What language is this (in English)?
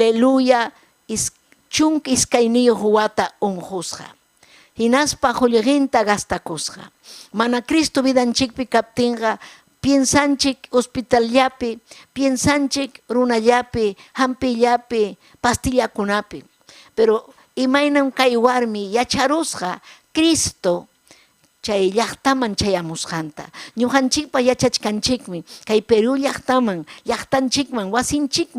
Ayacucho Quechua